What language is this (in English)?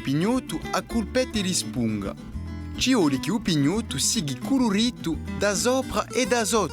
Corsican